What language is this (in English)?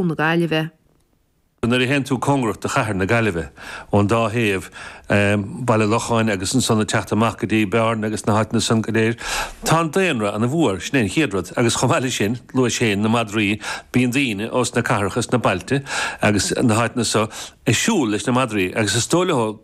Irish